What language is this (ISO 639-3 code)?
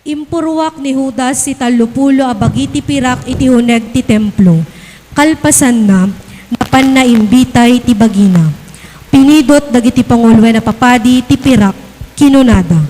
ilo